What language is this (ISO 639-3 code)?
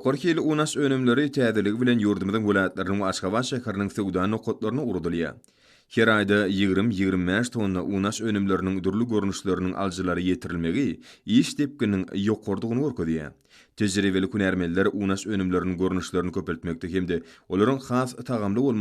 tuk